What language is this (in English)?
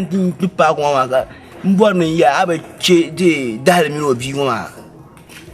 Dagbani